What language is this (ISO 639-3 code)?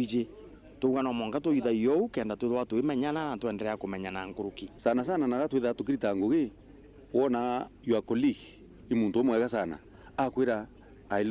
mer